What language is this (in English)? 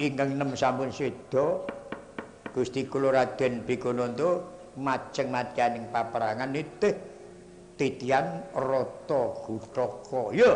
Javanese